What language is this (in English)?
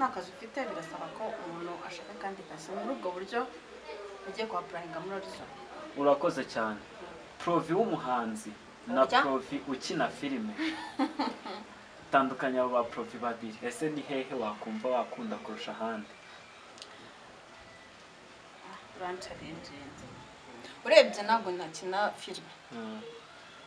Kinyarwanda